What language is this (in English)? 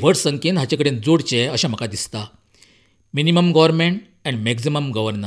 Konkani